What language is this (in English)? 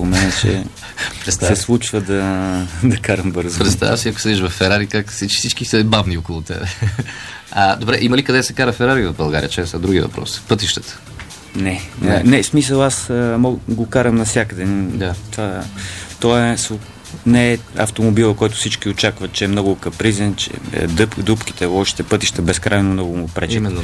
Bulgarian